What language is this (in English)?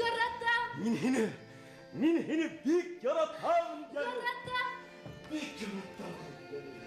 Bashkir